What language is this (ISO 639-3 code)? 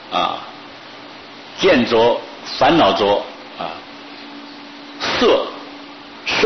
zho